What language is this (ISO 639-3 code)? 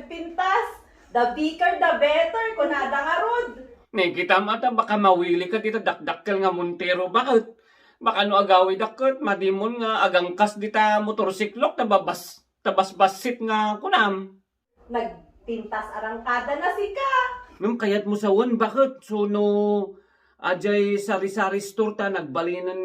ilo